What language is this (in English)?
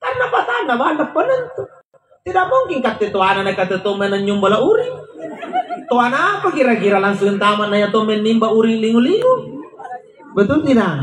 Makasar